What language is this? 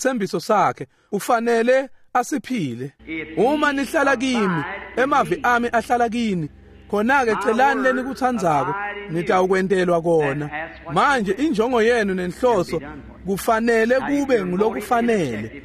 Swati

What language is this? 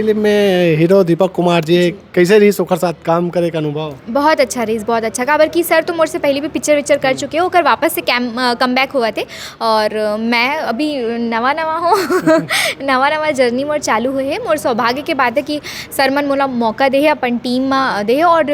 Chhattisgarhi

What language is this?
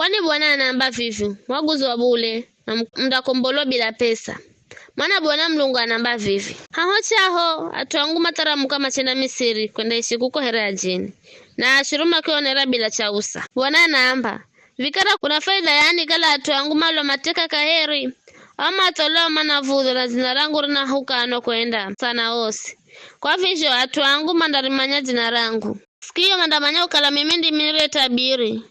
Giryama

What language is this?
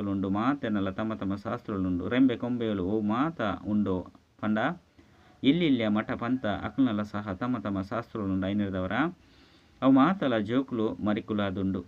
Tulu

